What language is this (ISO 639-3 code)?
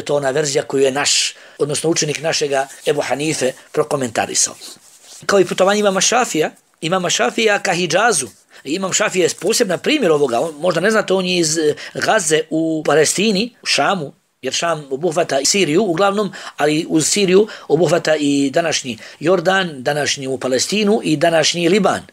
bos